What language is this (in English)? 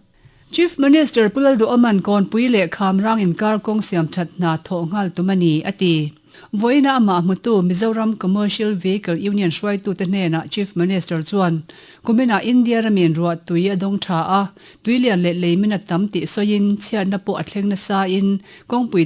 Mizo